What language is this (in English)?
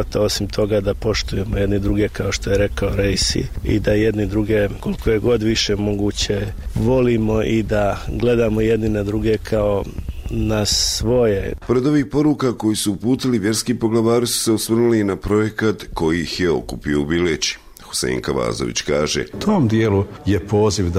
Bosnian